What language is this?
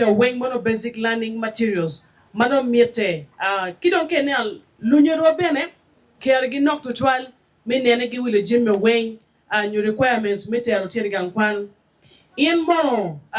Acoli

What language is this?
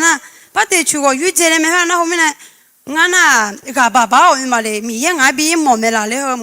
Akha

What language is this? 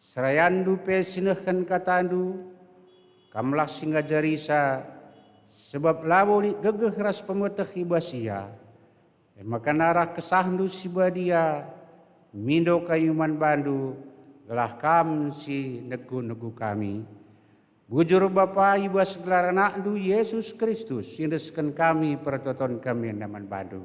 Batak Karo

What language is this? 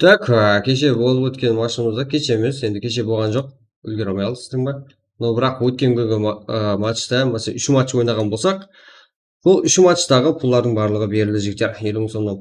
Kara-Kalpak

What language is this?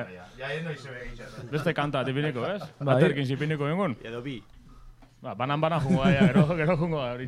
Basque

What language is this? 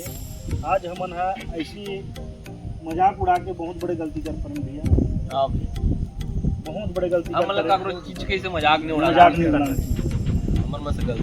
Chhattisgarhi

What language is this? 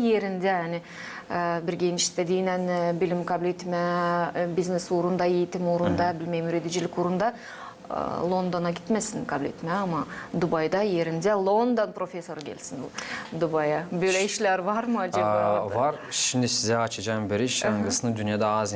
Gagauz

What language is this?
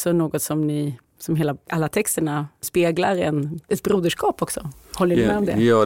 Swedish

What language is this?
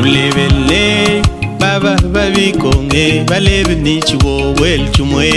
Luba-Lulua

